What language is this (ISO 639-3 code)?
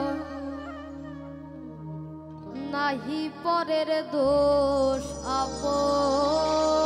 ben